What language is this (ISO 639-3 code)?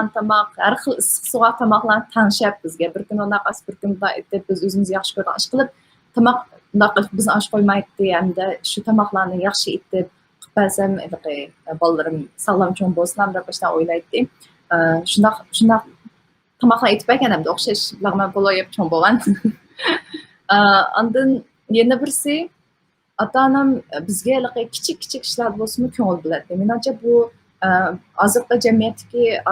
uig